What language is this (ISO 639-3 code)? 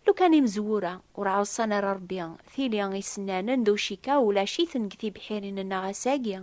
kab